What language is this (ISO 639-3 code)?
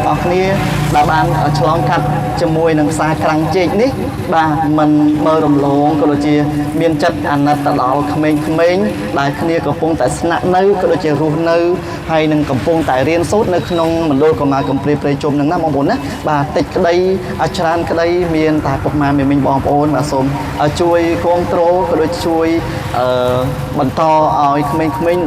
khm